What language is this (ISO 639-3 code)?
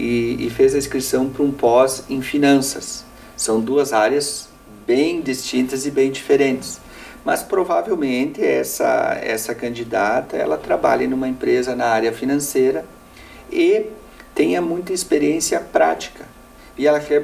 por